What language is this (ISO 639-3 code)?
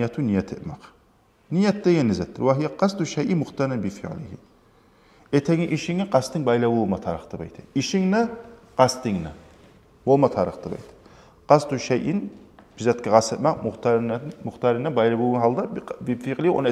kum